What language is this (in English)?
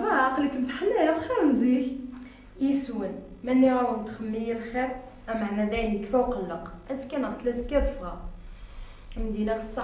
Kabyle